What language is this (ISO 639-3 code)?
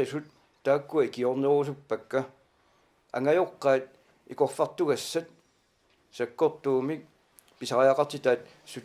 kal